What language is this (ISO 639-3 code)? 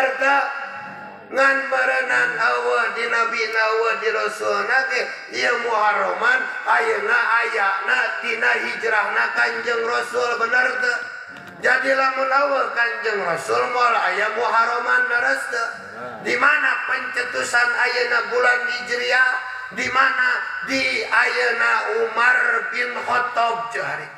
sun